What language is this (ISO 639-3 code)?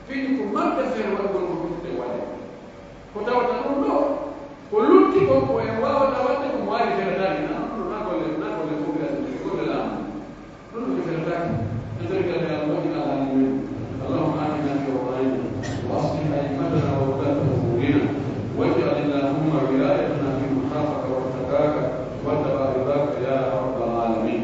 fuf